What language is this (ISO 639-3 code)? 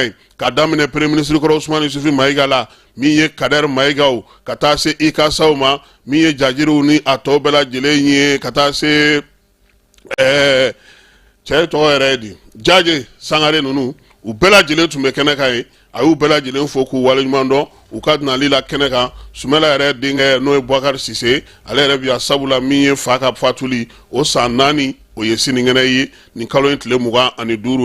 bam